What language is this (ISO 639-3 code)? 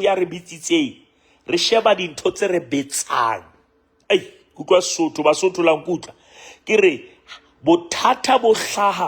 sot